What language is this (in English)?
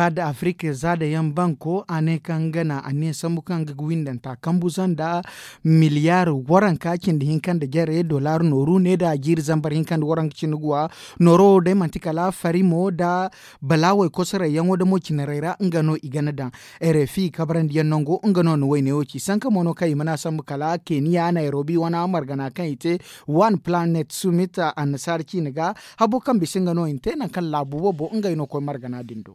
Zarma